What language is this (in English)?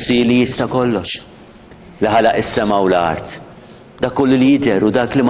Maltese